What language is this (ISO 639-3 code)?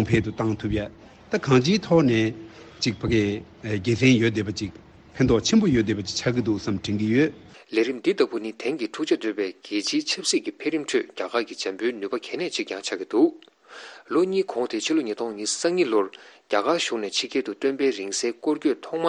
bod